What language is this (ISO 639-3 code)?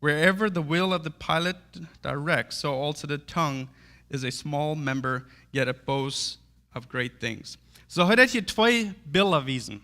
pdt